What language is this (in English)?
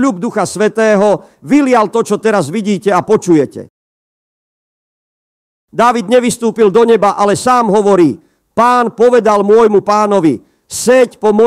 Slovak